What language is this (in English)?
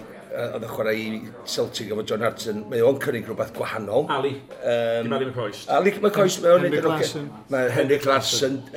Welsh